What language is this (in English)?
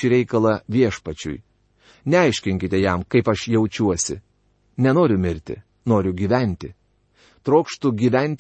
Lithuanian